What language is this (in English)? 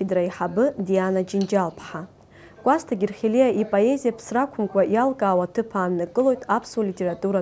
Abkhazian